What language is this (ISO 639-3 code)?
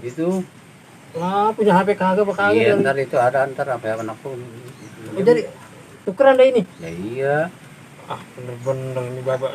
bew